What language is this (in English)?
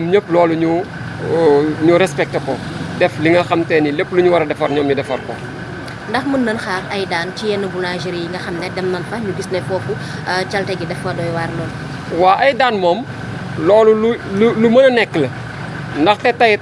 Wolof